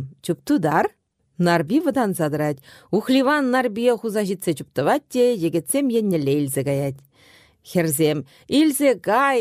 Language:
Chuvash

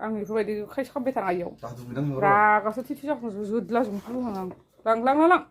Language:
Bodo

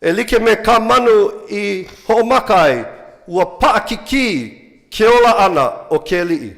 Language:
Hawaiian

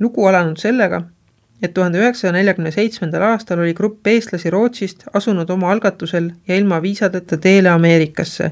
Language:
Estonian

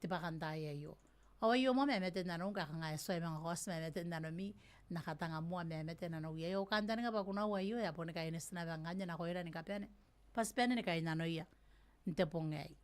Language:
Gilbertese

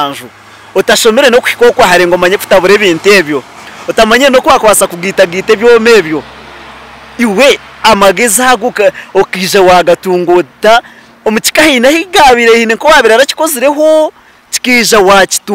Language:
Nyankole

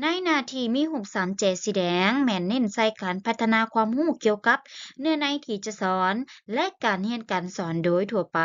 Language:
Lao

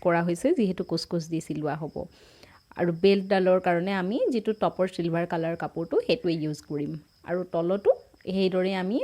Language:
Assamese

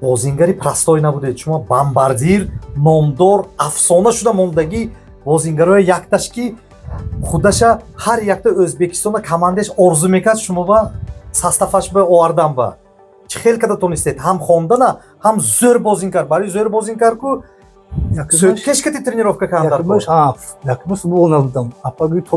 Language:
Tajik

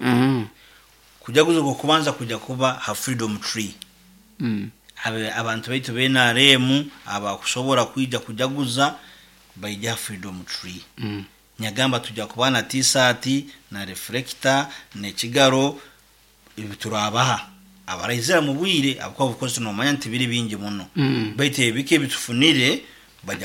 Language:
Nyoro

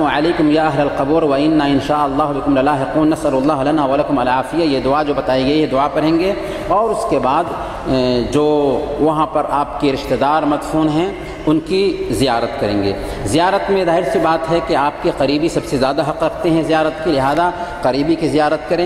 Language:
Urdu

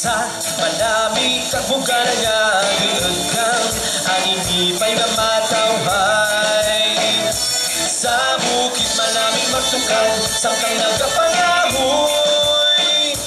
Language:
Hiligaynon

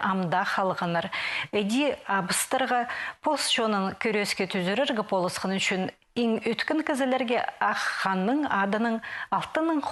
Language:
Khakas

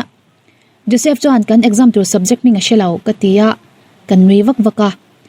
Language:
Mizo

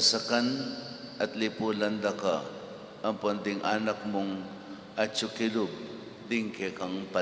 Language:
Pampanga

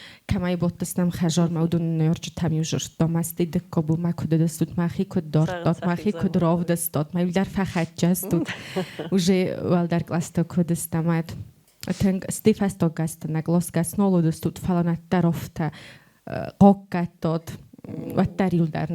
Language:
Ossetic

